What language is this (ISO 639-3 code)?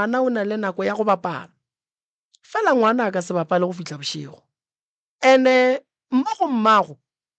nso